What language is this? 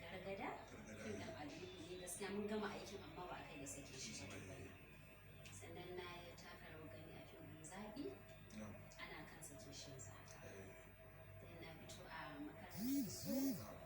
Hausa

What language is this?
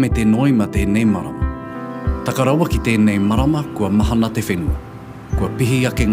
Māori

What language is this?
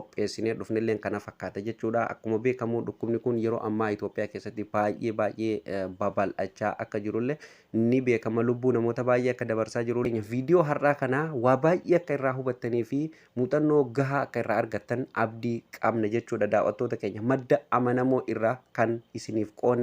Oromo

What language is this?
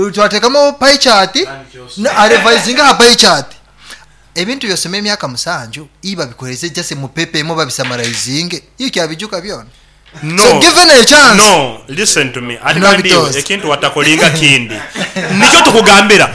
Nyoro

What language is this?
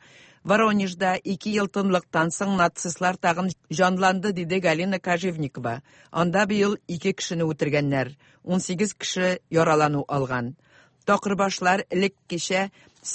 Tatar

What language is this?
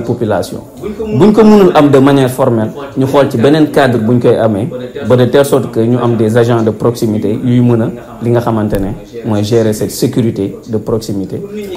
Wolof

